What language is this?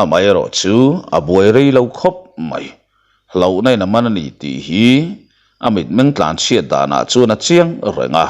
Mizo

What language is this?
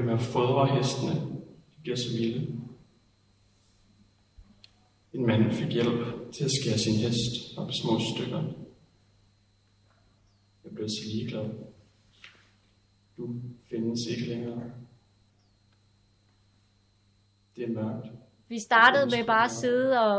Danish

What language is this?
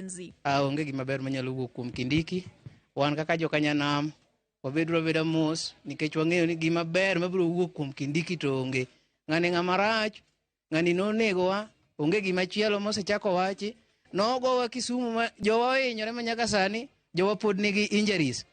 Luo (Kenya and Tanzania)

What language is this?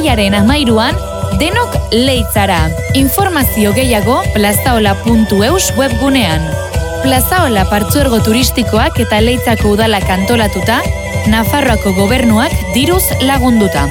Basque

